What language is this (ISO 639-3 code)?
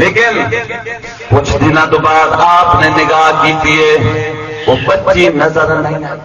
skr